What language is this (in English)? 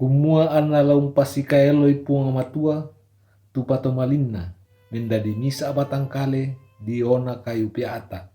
Toraja-Sa'dan